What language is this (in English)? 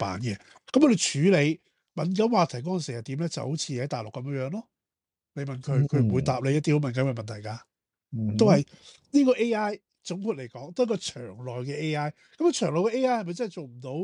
Cantonese